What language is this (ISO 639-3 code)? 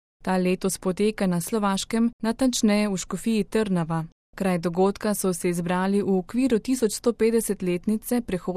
slv